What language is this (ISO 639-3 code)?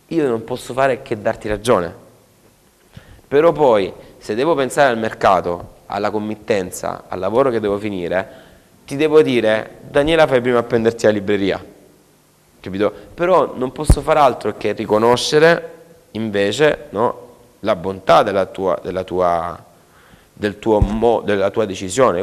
ita